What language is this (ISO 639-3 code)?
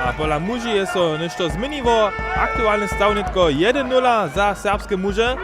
hsb